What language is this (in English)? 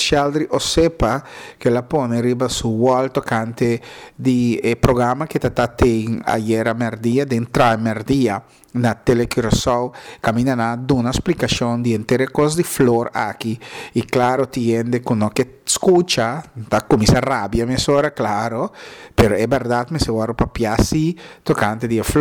Papiamento